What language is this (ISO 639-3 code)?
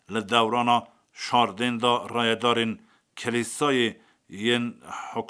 kur